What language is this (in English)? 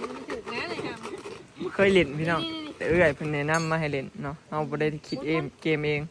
Northeastern Thai